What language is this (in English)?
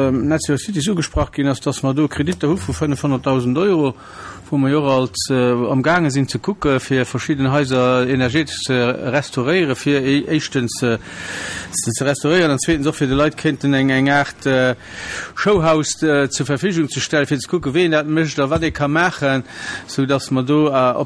Luxembourgish